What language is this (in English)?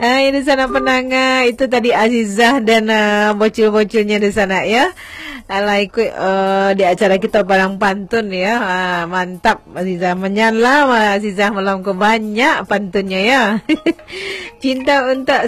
Minangkabau